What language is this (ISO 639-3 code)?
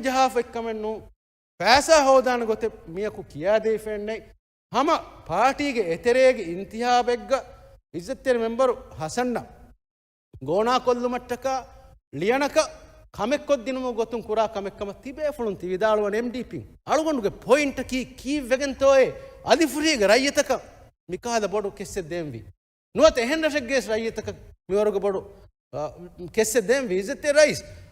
div